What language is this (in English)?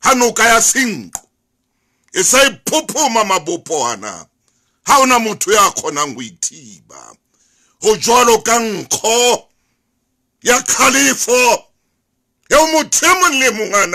Southern Sotho